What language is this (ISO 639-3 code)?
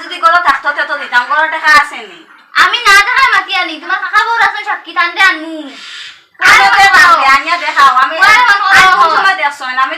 syl